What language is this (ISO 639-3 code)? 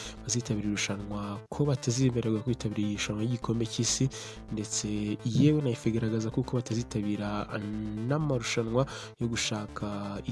kin